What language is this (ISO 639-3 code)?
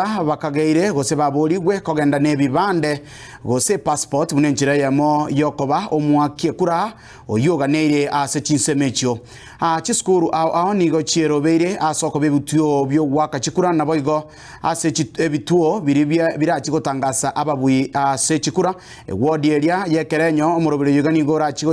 guz